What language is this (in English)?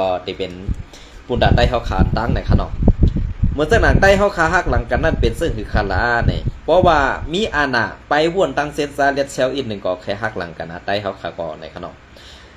Shan